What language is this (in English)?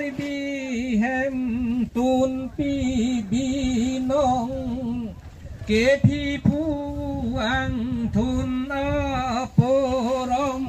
Karbi